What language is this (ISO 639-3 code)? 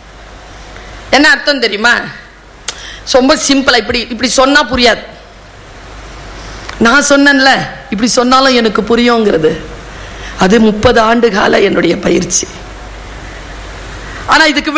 tam